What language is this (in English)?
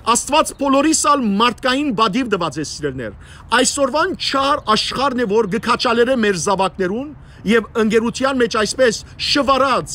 Western Armenian